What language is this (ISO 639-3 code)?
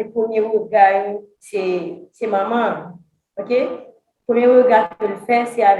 hat